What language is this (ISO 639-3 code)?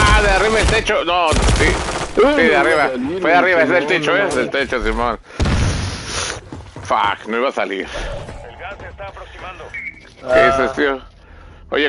spa